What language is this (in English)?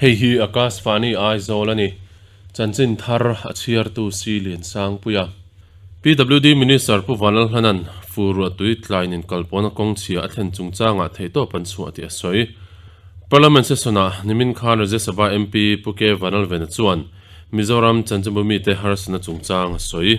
Mizo